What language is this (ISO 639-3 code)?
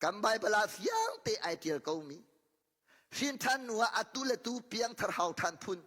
cnh